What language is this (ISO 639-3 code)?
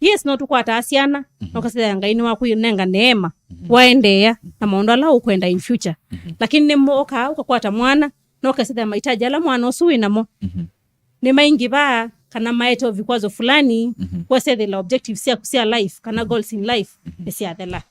kam